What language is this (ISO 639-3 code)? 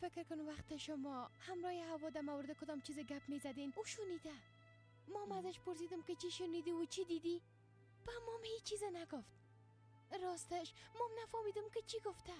fas